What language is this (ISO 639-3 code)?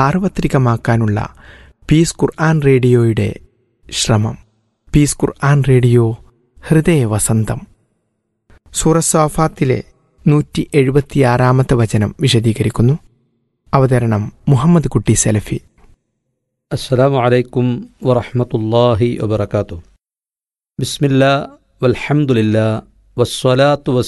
mal